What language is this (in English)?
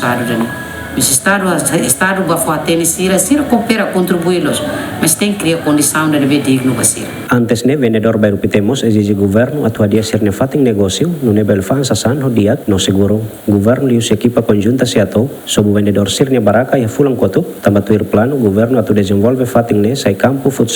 Tetum